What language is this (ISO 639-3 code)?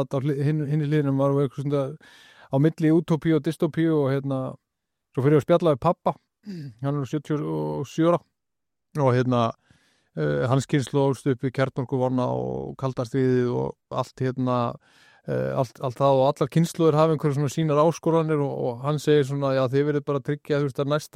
isl